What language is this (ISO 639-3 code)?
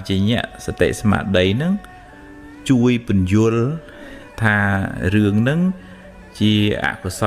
khm